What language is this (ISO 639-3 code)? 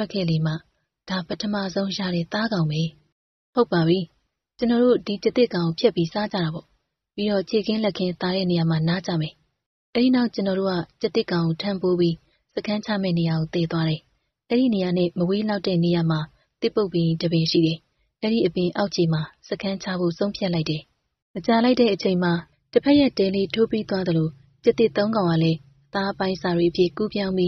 mya